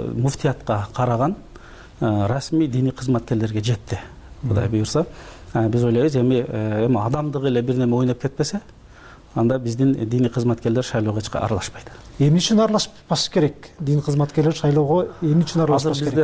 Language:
Kyrgyz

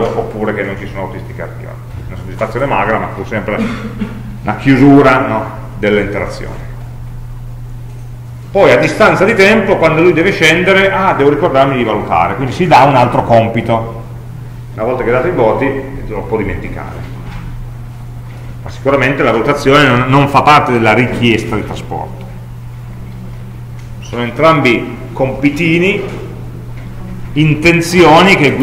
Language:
Italian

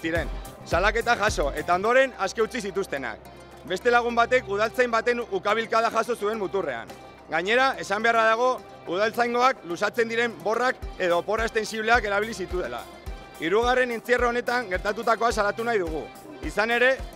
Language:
Basque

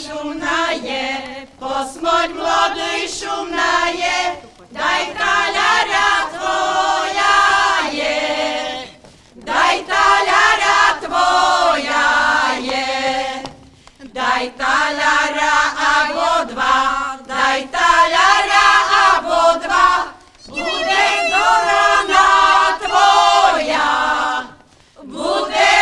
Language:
Rusyn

